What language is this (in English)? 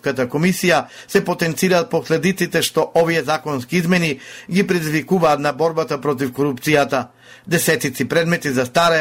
Macedonian